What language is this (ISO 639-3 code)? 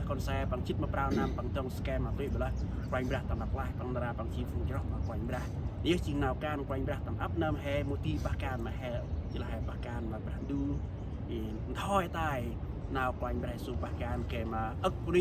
cmo